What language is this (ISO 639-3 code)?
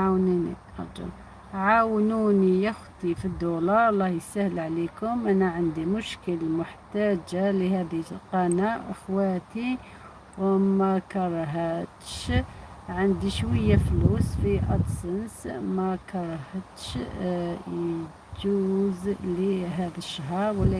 arq